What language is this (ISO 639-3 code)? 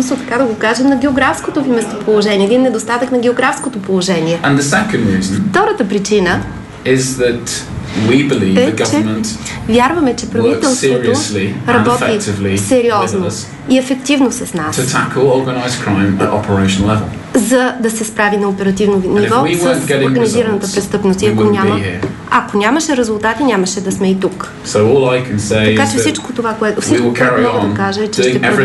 bul